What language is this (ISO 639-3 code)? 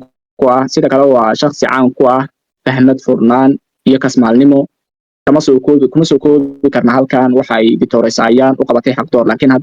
som